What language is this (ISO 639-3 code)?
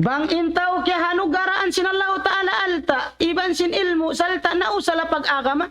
tsg